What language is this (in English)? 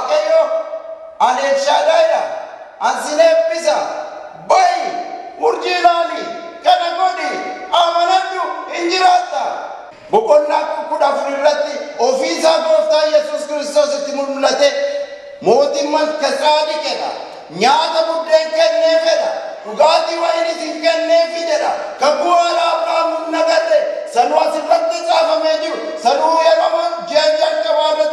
Oromo